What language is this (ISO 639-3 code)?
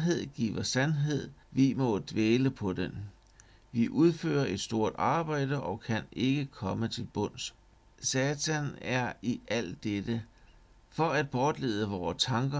dan